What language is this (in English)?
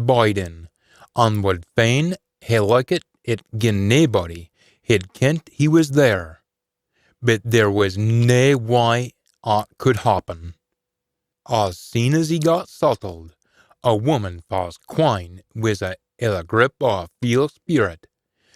Scots